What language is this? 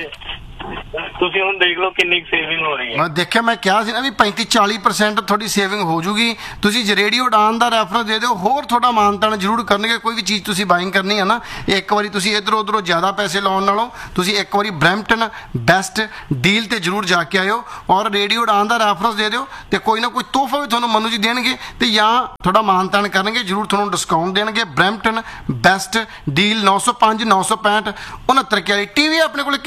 Punjabi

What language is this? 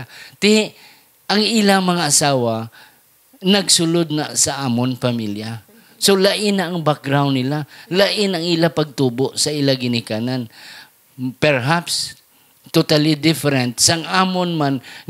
Hiligaynon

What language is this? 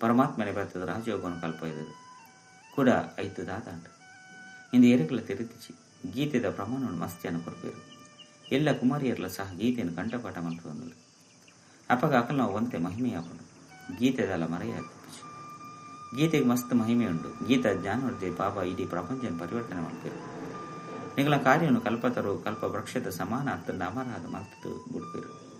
Tulu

